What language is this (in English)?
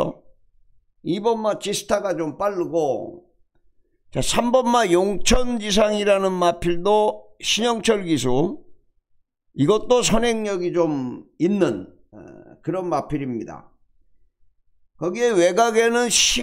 Korean